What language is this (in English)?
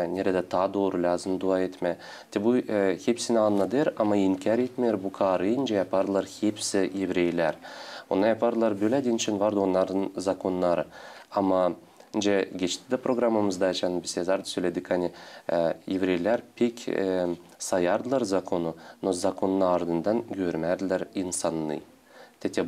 Gagauz